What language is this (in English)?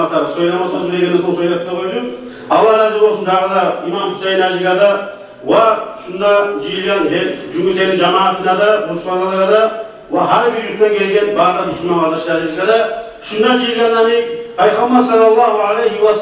Kumyk